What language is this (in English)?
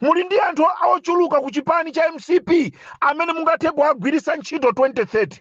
Nyanja